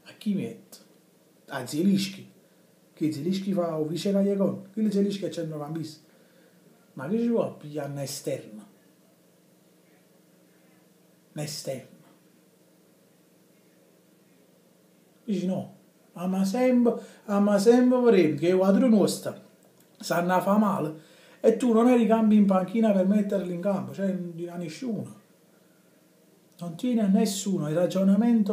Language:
Italian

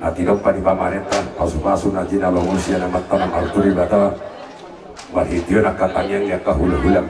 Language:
Batak Toba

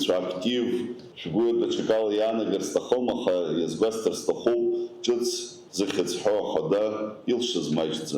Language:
Abkhazian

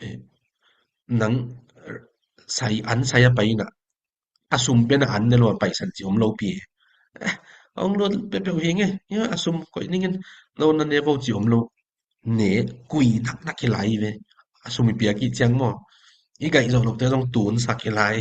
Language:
Tedim Chin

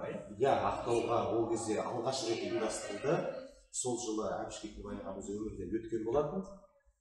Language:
Kazakh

